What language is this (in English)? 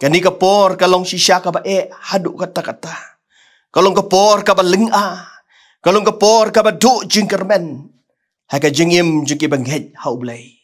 Khasi